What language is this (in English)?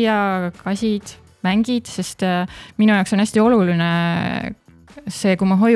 Estonian